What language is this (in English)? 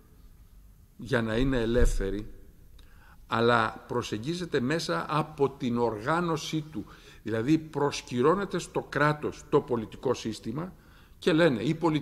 Greek